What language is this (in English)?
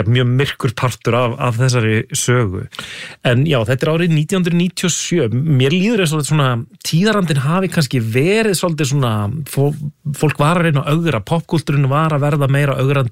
Icelandic